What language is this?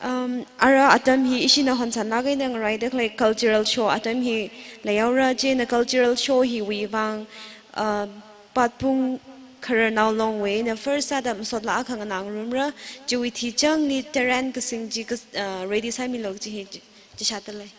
Tangkhul Naga (India)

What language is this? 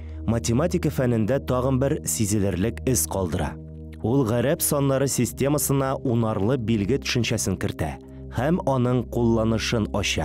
Tatar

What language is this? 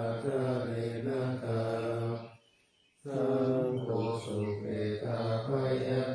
Pali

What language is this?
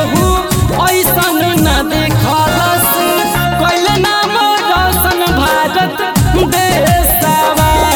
Bhojpuri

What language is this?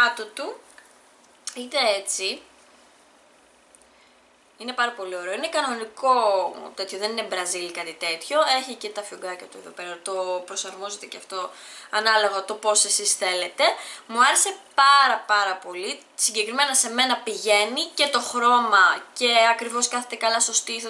Greek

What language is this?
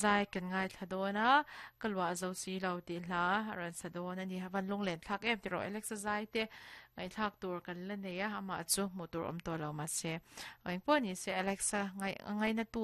Mizo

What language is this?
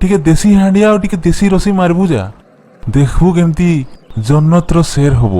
Odia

